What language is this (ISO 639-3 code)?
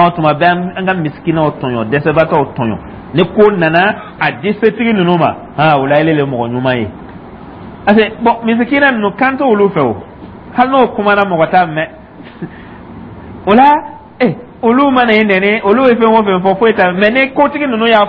dyu